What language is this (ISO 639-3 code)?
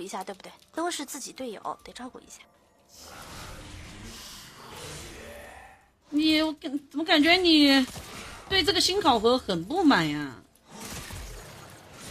zho